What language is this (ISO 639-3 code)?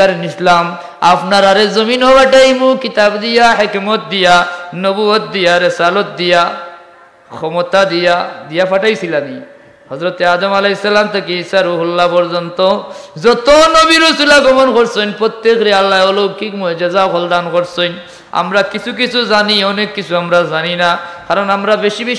syl